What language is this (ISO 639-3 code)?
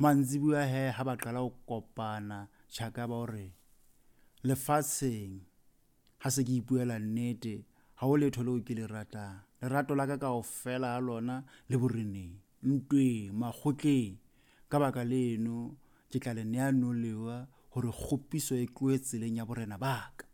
sot